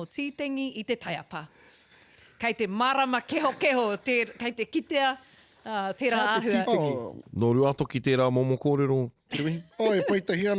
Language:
Māori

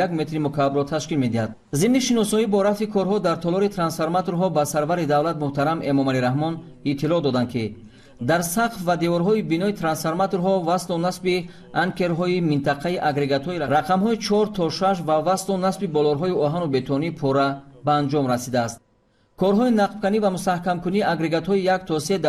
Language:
Tajik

